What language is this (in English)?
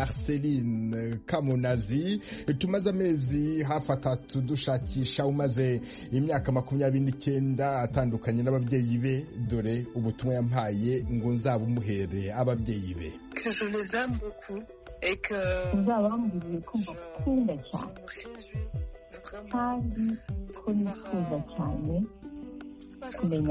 Kinyarwanda